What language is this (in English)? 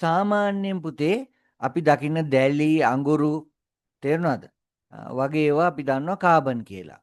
Sinhala